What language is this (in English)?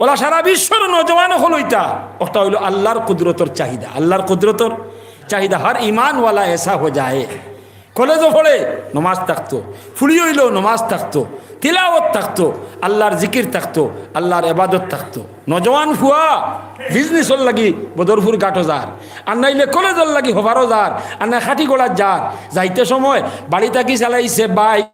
Sylheti